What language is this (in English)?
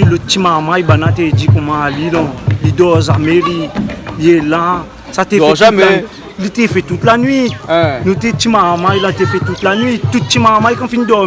Réunion Creole French